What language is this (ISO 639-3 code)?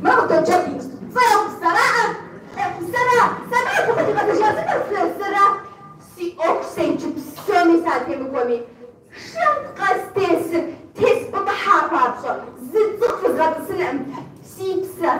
kbd